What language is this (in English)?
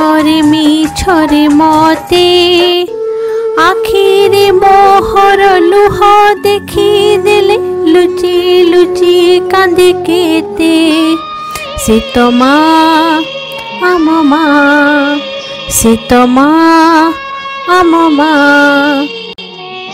Odia